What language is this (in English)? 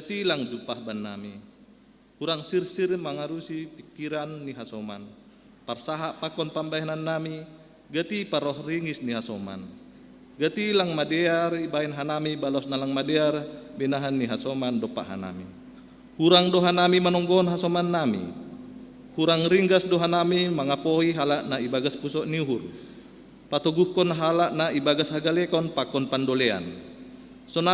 Batak Simalungun